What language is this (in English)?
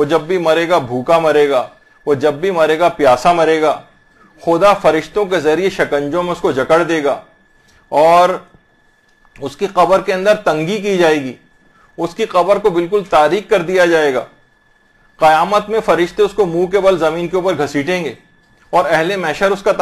Urdu